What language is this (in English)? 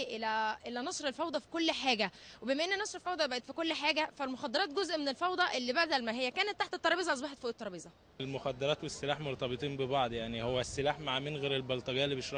Egyptian Arabic